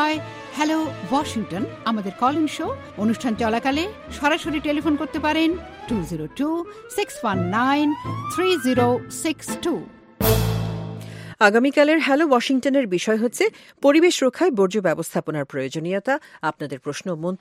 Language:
Bangla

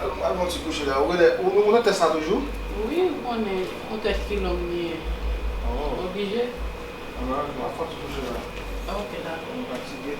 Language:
Haitian Creole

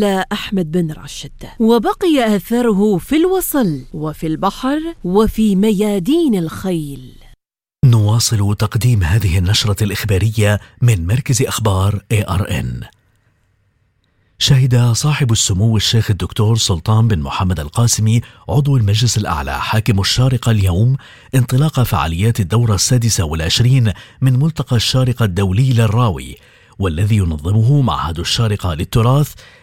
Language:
Arabic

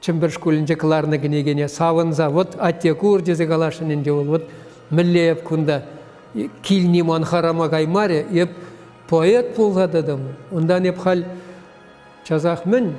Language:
Chuvash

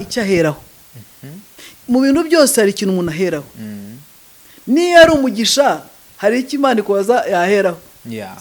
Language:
Kinyarwanda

